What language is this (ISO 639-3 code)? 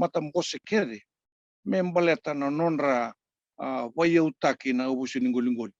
fij